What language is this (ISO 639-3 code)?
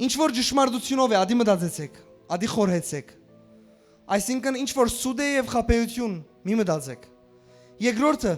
hyw